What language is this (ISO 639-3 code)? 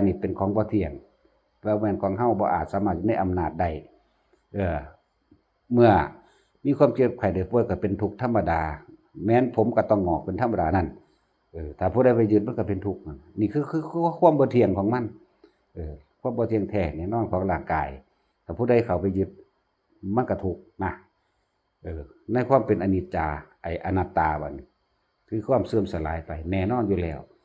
tts